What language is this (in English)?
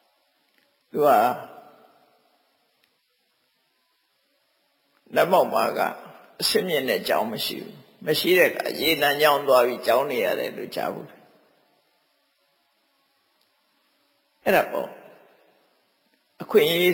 Burmese